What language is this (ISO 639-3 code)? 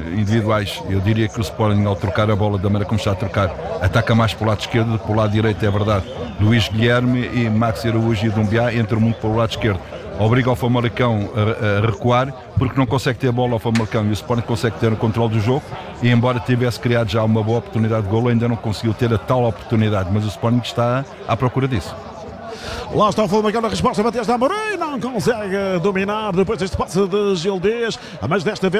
por